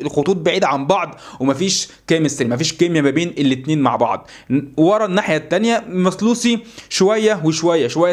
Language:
Egyptian Arabic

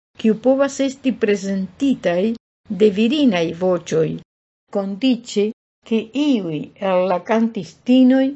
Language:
Esperanto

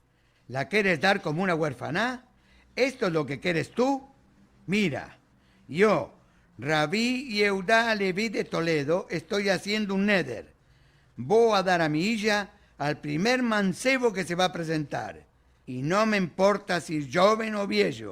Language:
Ladino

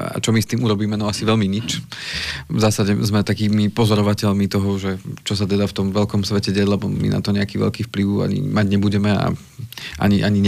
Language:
Slovak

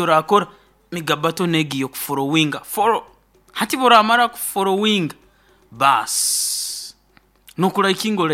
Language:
Nyoro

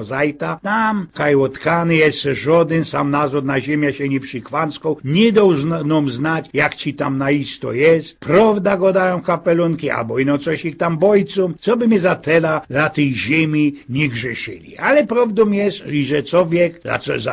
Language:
Silesian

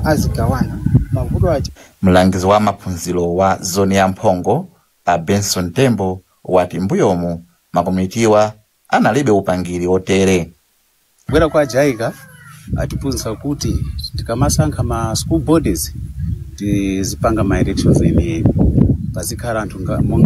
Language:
Nyanja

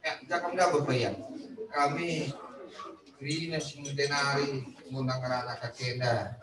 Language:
Batak Karo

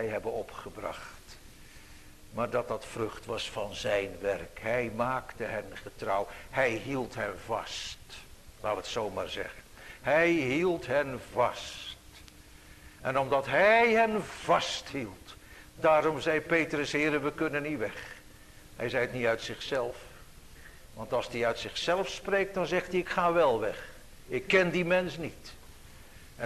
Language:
Dutch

